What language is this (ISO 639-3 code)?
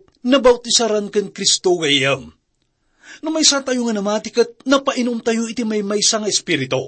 ilo